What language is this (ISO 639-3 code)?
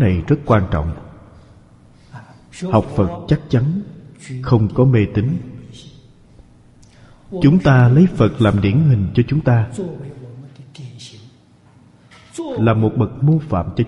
vie